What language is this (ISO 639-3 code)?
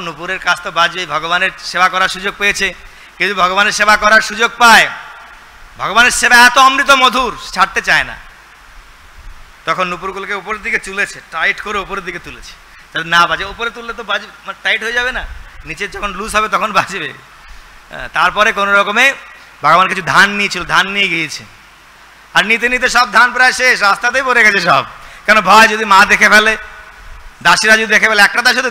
ben